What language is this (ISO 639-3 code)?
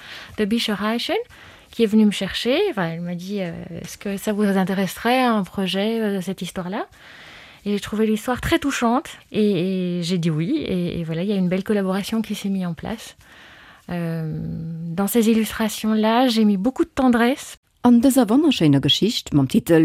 ltz